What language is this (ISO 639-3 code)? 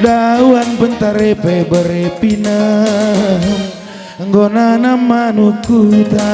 btx